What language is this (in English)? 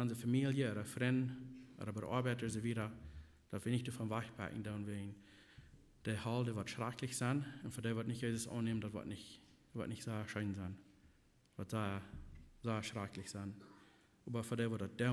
Plautdietsch